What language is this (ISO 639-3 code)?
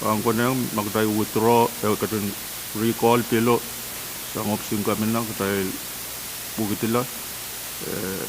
pon